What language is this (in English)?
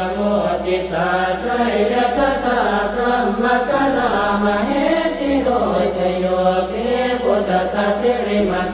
Pali